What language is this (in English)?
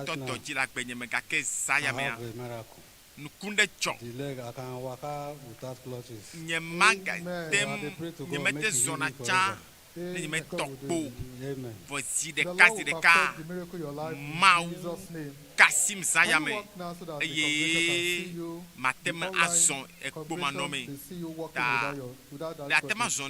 Ewe